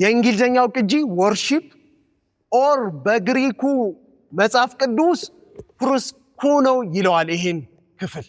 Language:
Amharic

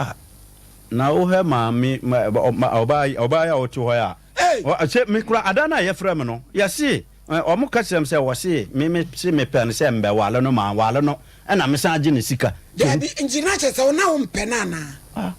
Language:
Akan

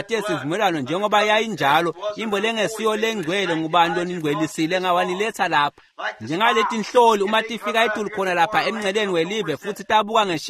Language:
Swati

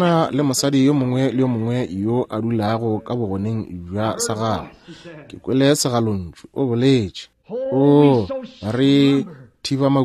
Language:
Northern Sotho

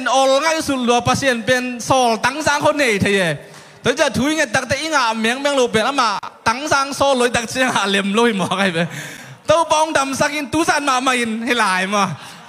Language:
Tedim Chin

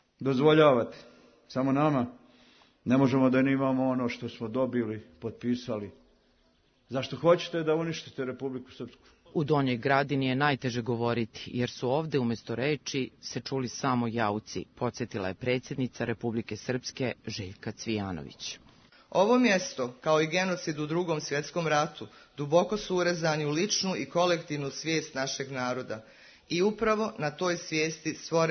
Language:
Serbian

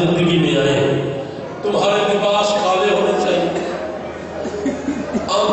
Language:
Urdu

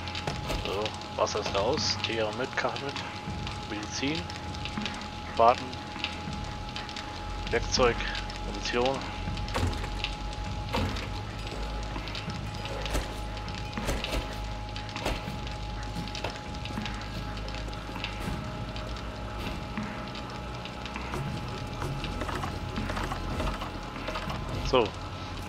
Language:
German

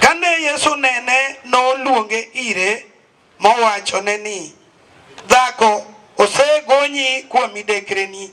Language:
Luo (Kenya and Tanzania)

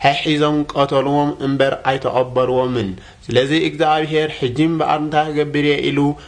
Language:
Tigrinya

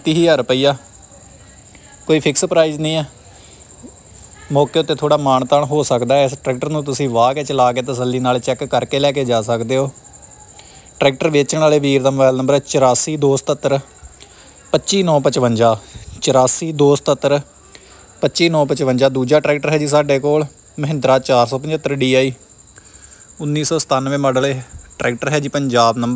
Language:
Punjabi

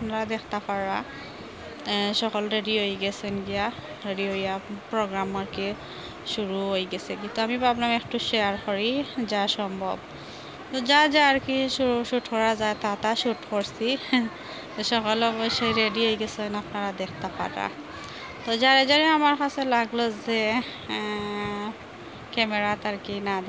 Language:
Sylheti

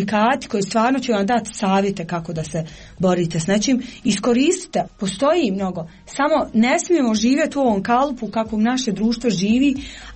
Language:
Croatian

